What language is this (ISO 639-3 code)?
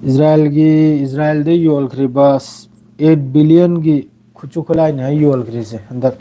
mni